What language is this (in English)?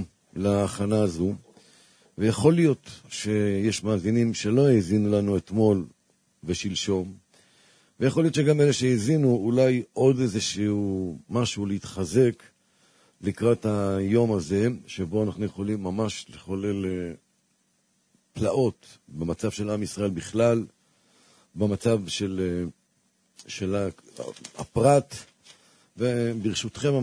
Hebrew